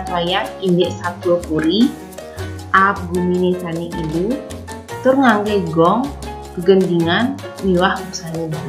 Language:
Balinese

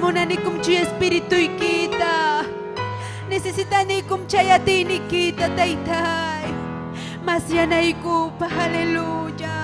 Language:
Ayacucho Quechua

